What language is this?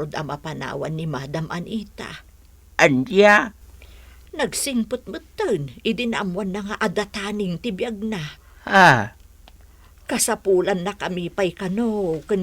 Iloko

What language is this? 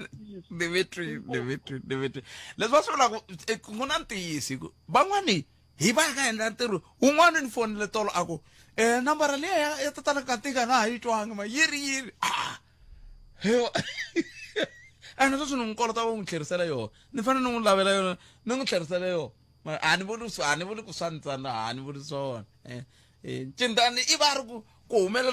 Tsonga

